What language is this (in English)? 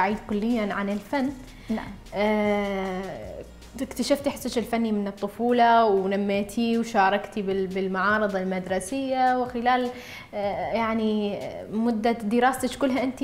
Mesopotamian Arabic